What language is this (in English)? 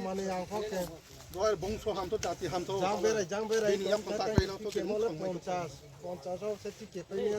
Riang (India)